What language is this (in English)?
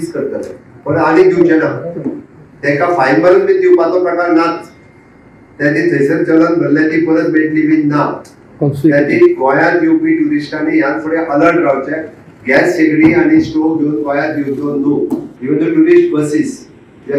Konkani